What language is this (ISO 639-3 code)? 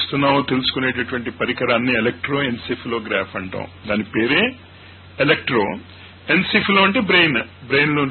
tel